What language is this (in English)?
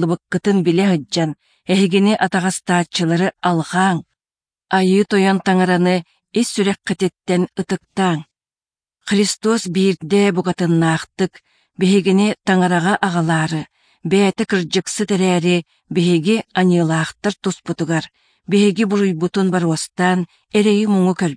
Yakut